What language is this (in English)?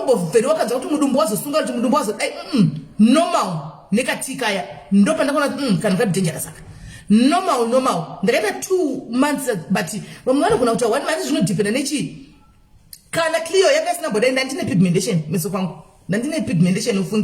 Shona